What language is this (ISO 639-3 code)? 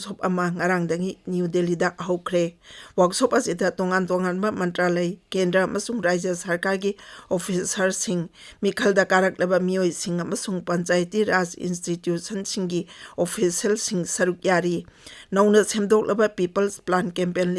mni